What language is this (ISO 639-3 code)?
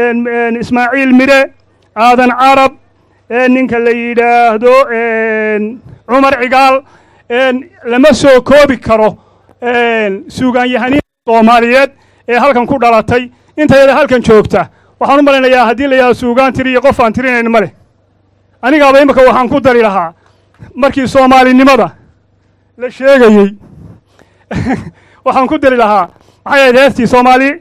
som